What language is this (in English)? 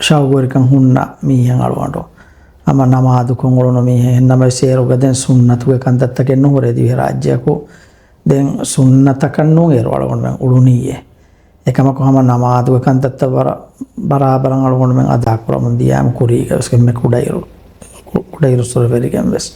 Divehi